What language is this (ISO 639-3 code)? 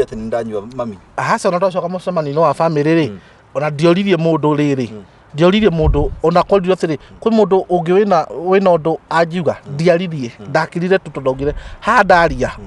kik